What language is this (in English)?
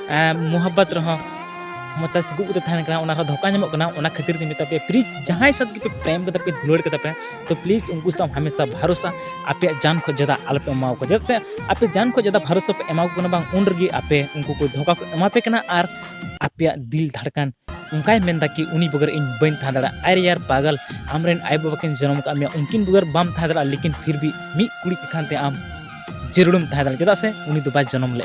Santali